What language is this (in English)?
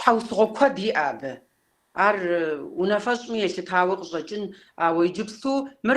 Kabardian